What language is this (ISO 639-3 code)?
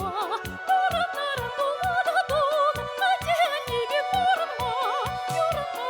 chv